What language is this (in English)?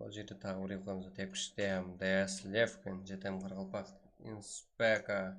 Kara-Kalpak